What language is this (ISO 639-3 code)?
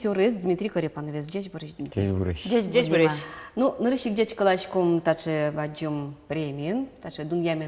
udm